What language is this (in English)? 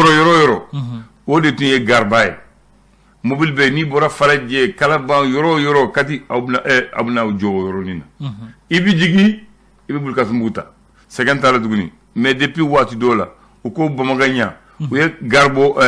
Bambara